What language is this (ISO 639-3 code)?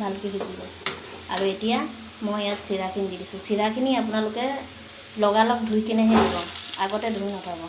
asm